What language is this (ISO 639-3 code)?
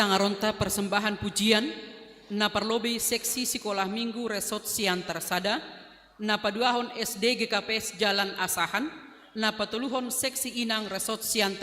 bts